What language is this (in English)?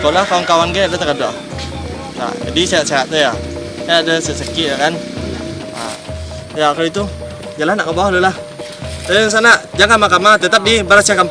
Minangkabau